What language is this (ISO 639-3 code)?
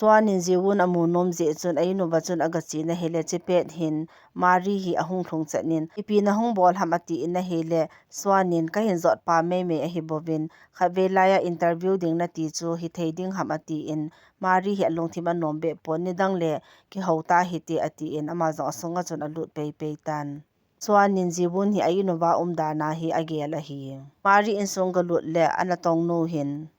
tcz